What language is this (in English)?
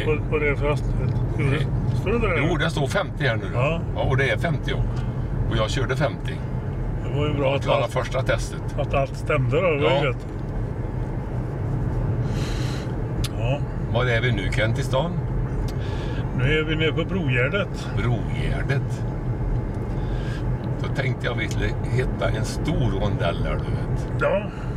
Swedish